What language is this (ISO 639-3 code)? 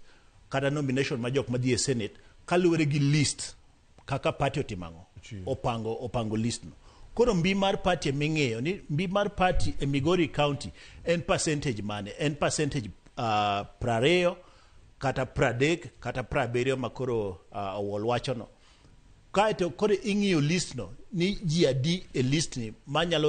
luo